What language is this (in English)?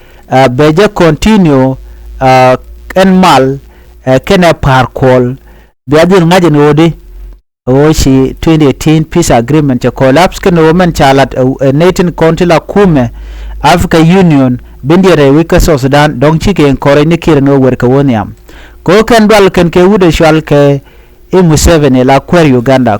Nuer